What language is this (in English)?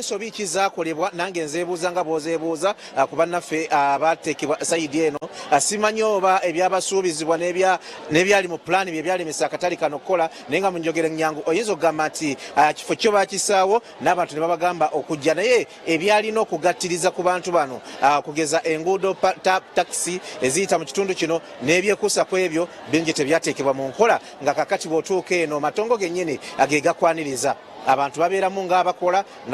Ganda